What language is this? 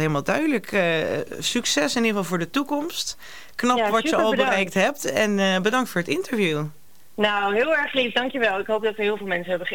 Dutch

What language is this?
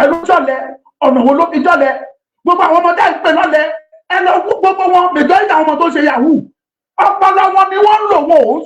Yoruba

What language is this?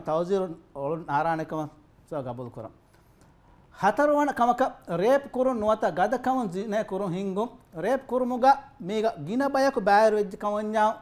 Divehi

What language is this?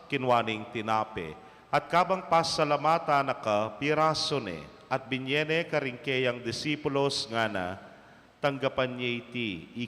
Pampanga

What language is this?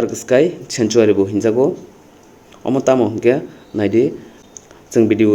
Kok Borok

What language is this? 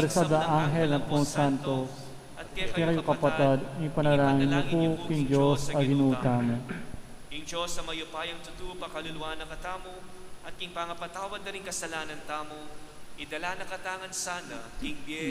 Pampanga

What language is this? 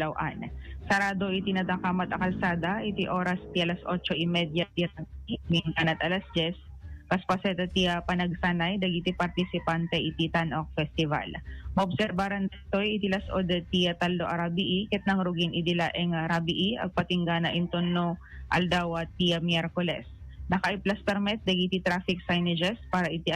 Iloko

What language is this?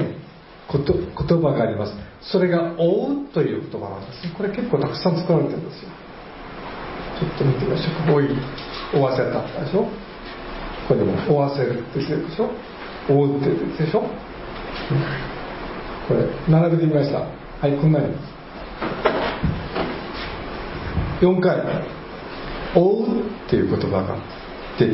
Japanese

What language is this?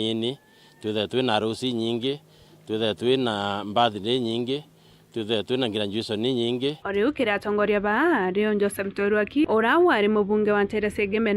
Meru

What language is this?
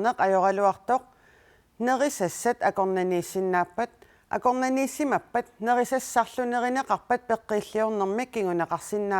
Kalaallisut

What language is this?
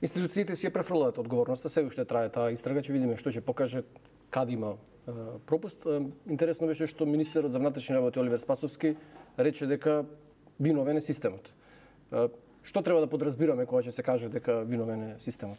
Macedonian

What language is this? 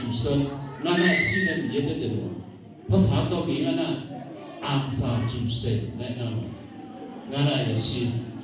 Akha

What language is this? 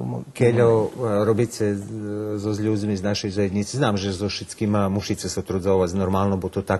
Rusyn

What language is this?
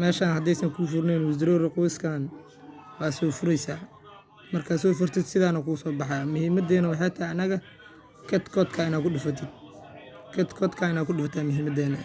Somali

